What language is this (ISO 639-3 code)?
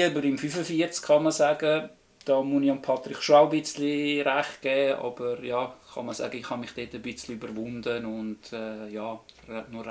gsw